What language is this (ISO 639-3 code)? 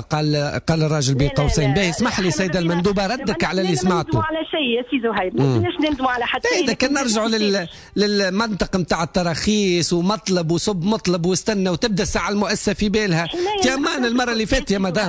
aeb